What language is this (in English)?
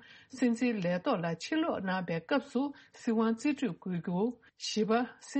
Tibetan